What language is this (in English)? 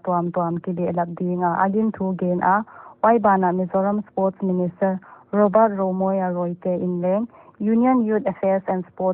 Paite Chin